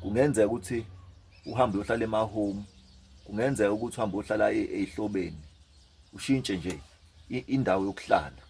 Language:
Zulu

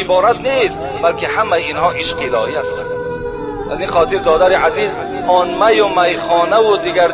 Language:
Tajik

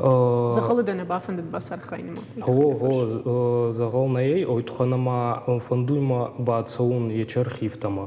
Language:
Ossetic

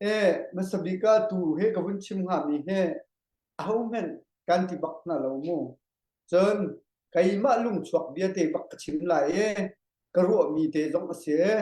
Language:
Hakha Chin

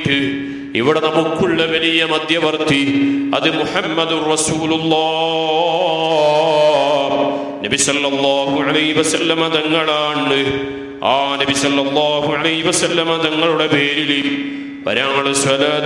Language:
Malayalam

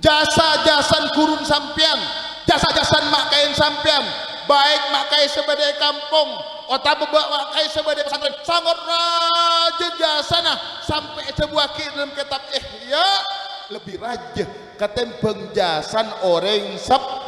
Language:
Madurese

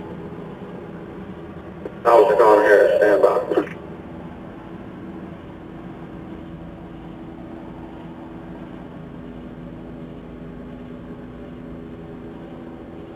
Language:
English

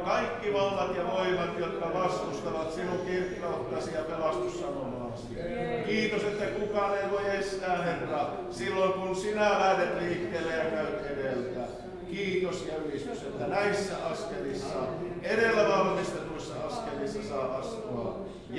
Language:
Finnish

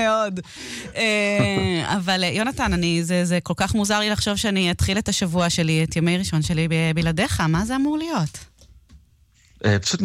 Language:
Hebrew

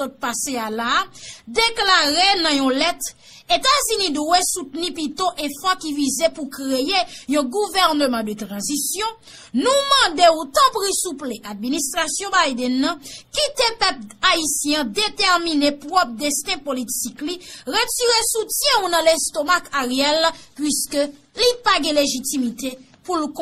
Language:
Haitian Creole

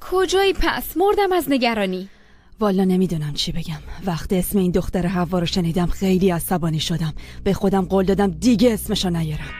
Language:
Persian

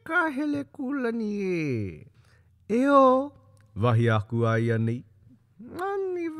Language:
Hawaiian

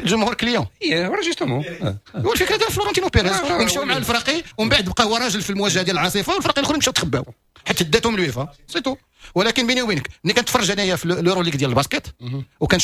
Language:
Moroccan Arabic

